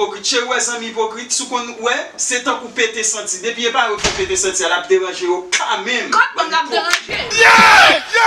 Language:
Haitian Creole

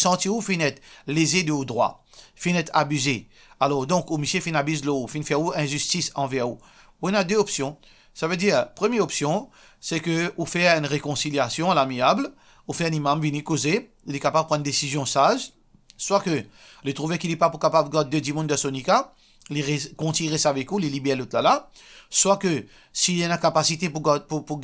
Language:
Morisyen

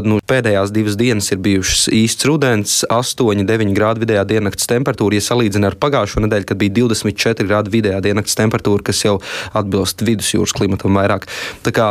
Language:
Latvian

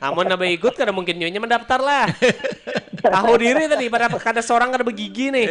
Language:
Banjar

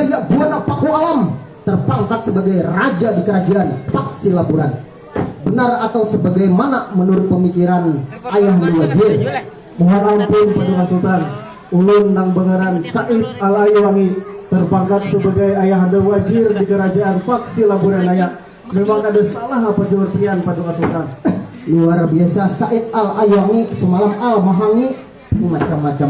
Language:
Banjar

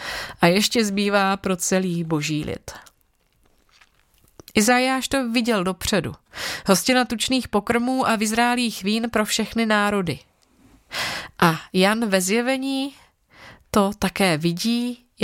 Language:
Czech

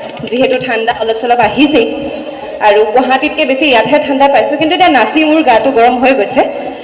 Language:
Assamese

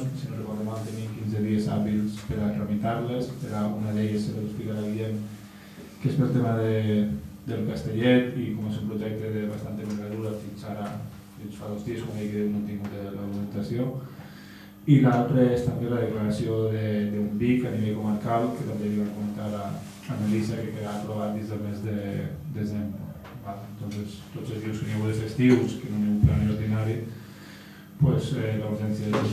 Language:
Catalan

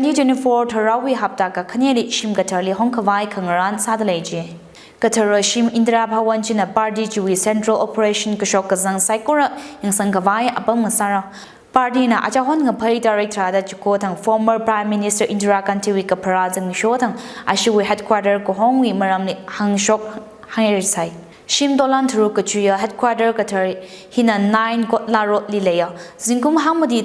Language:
Tangkhul Naga (India)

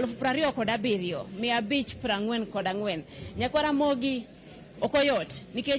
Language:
Luo (Kenya and Tanzania)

